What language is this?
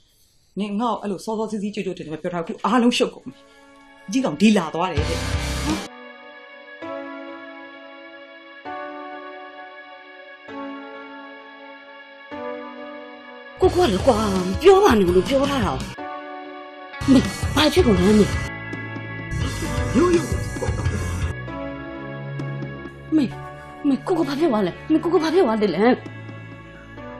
Burmese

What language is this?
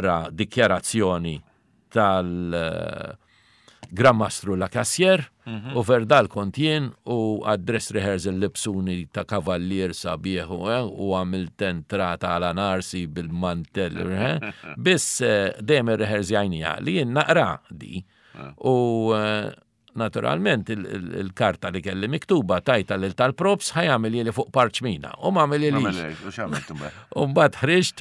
Maltese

